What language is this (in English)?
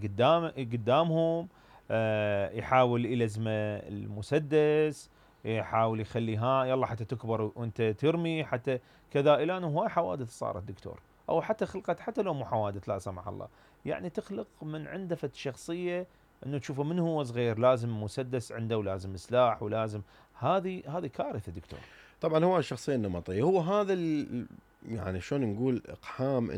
Mesopotamian Arabic